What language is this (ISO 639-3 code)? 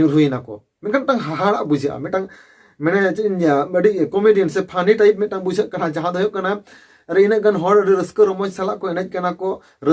sat